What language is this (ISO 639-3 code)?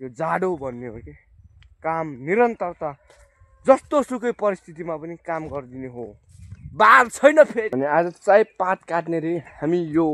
nep